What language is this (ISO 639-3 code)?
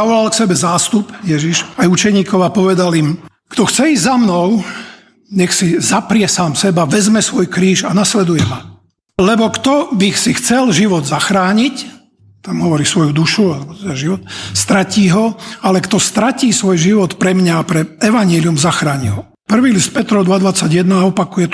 slk